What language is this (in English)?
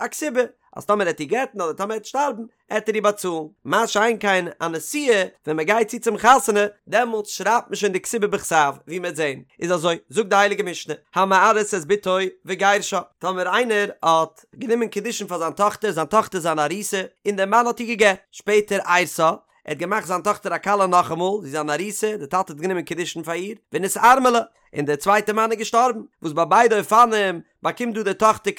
Yiddish